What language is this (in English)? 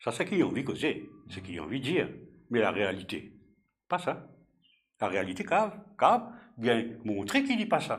Morisyen